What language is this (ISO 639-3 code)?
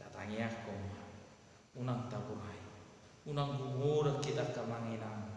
bbc